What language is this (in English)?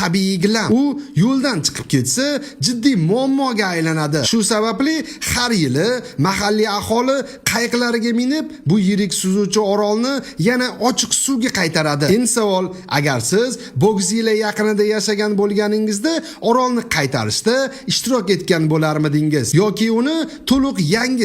Uzbek